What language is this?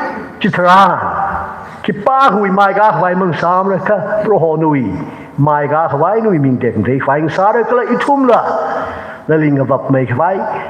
Tangkhul Naga (India)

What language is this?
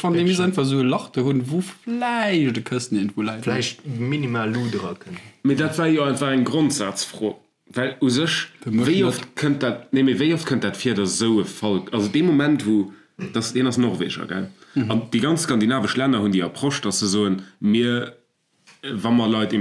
Luxembourgish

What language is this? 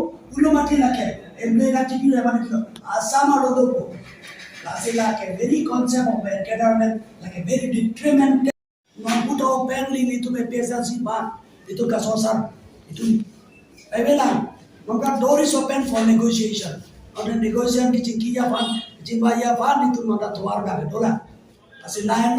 Karbi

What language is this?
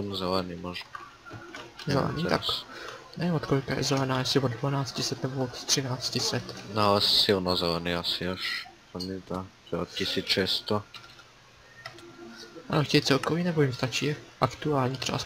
Czech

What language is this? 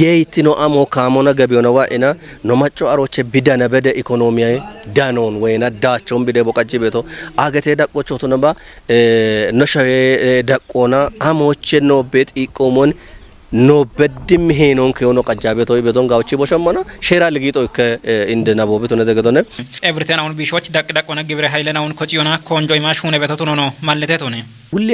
Kafa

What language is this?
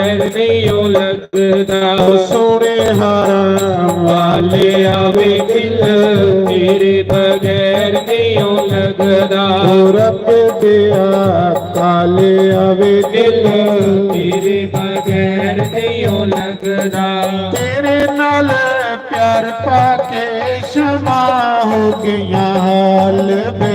Dogri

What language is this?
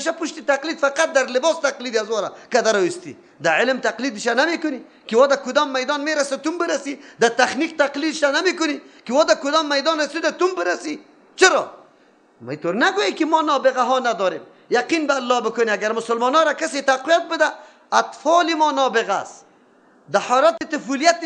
Persian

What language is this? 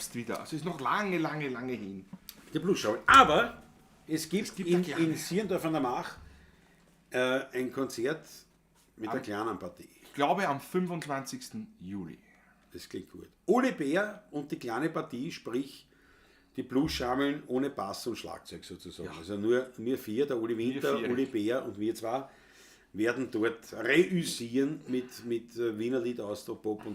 Bavarian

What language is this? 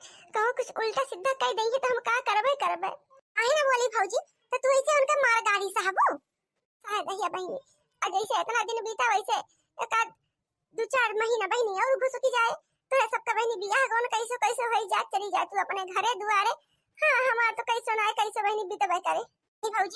Awadhi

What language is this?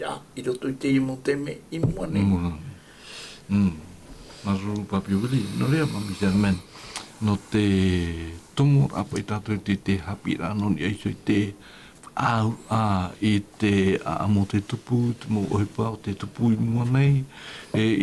Tahitian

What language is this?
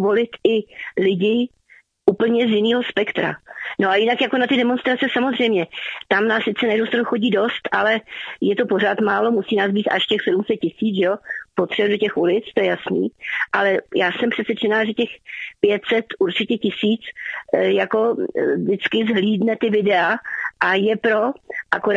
Czech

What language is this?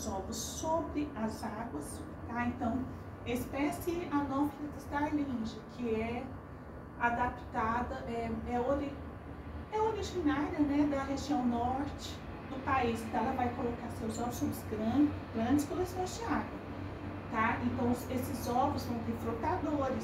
Portuguese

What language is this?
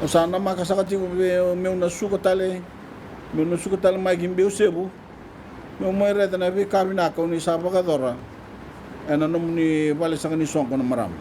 Fijian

